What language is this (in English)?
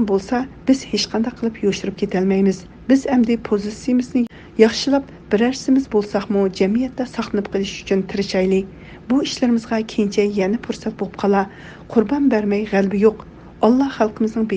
Uyghur